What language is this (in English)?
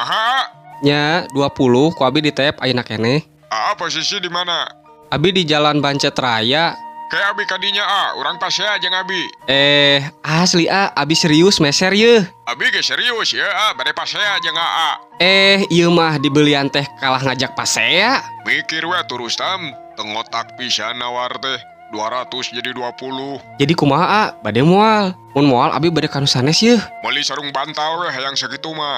Sundanese